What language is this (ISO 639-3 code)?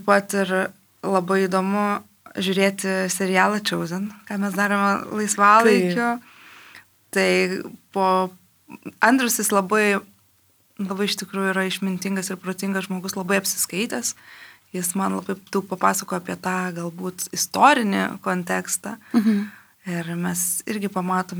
lit